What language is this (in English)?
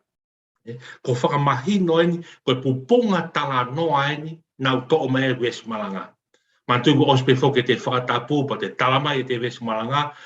Tongan